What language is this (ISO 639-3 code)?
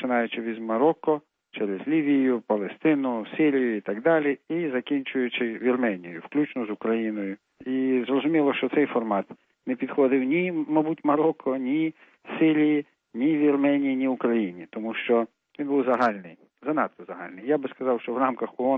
ukr